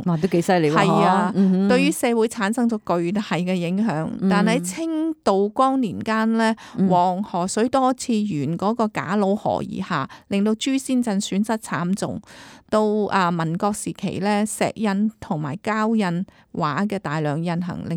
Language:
Cantonese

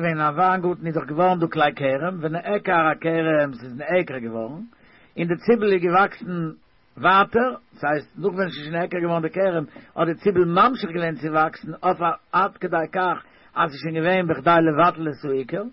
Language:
Yiddish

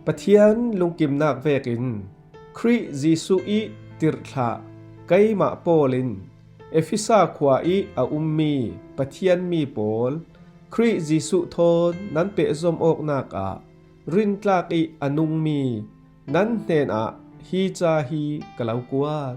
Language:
Falam Chin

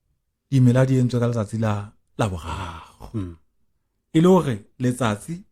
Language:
Southern Sotho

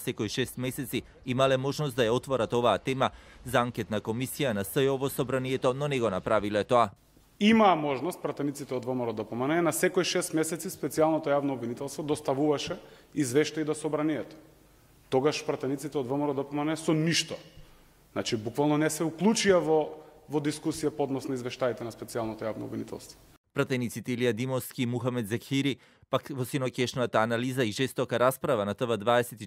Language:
Macedonian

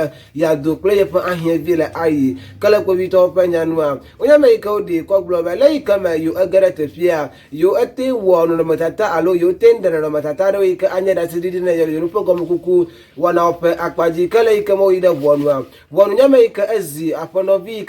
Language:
Ewe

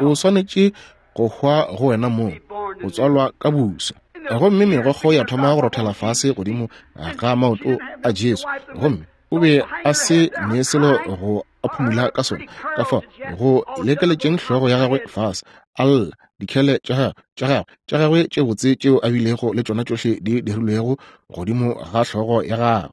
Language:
Northern Sotho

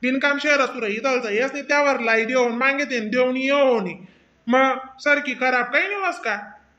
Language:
Khandesi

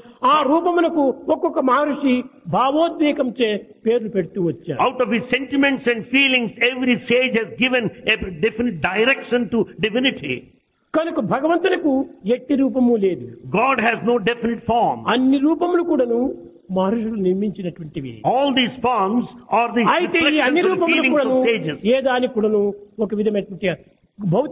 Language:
Telugu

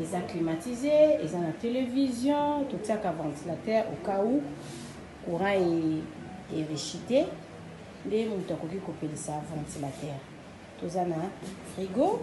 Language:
Lingala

